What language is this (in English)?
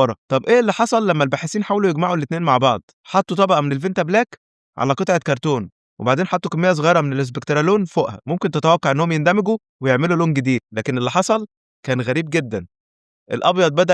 Egyptian Arabic